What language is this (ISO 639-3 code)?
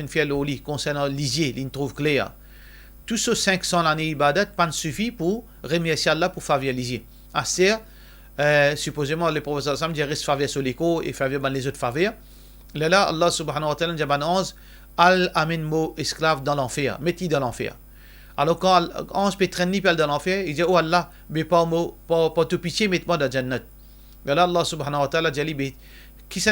mfe